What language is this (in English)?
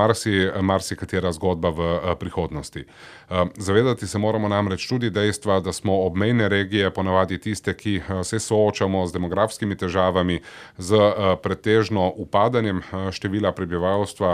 Slovenian